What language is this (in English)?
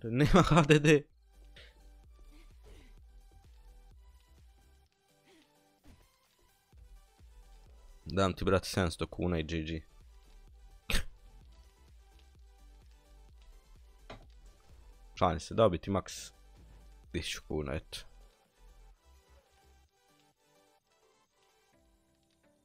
Croatian